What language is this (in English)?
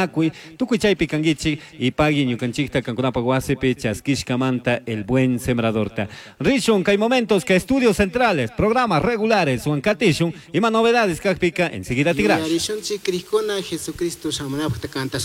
Chimborazo Highland Quichua